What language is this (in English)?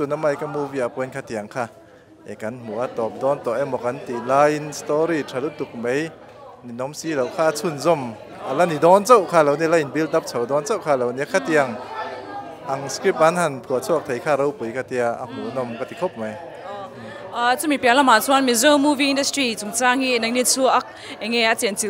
Mizo